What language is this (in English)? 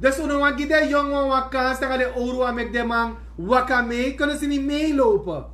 Sranan Tongo